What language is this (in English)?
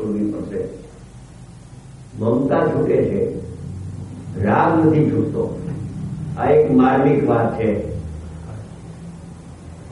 Gujarati